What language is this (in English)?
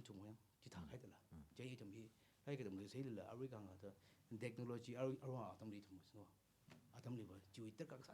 Tangkhul Naga (India)